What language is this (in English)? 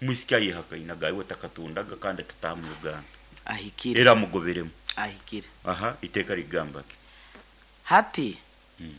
Nyoro